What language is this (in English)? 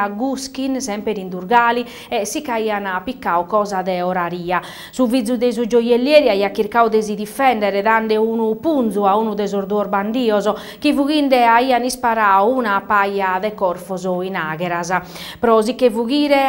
Sardinian